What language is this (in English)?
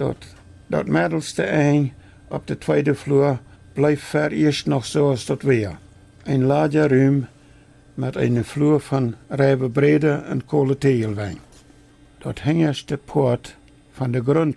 Plautdietsch